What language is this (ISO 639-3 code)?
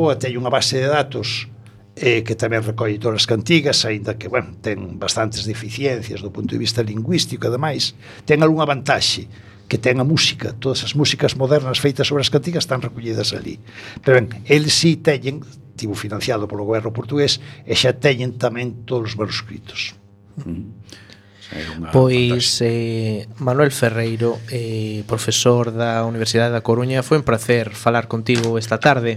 glg